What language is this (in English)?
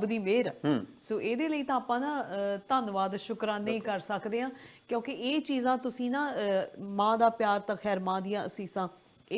Punjabi